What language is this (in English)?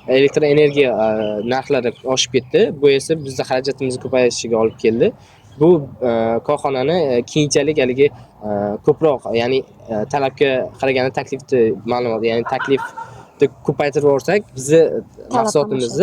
Uzbek